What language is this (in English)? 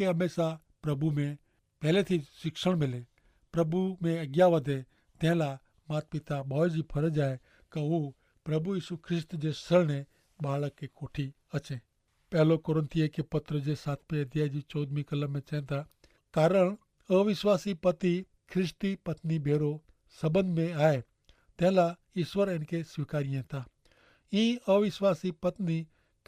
Kachhi